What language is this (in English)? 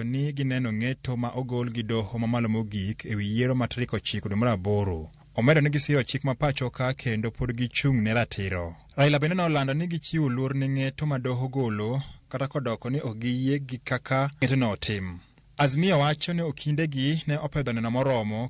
Luo (Kenya and Tanzania)